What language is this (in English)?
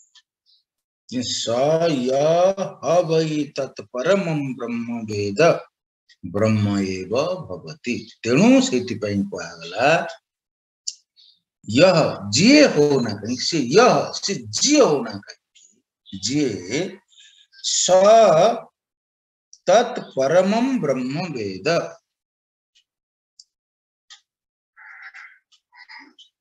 Odia